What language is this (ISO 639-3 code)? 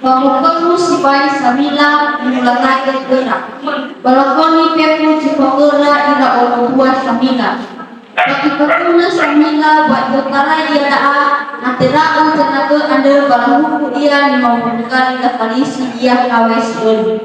nia